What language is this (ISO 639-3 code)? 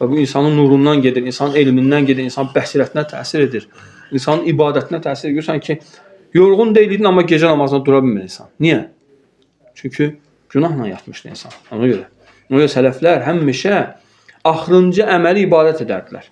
aze